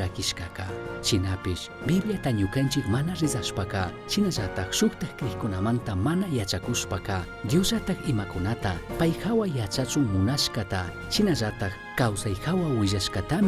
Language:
Chimborazo Highland Quichua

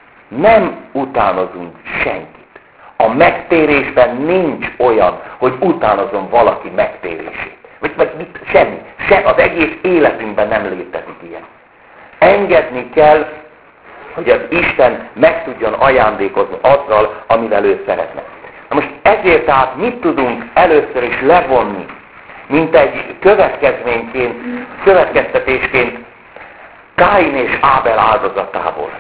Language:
Hungarian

